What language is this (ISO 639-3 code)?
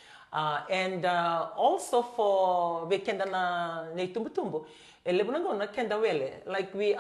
fij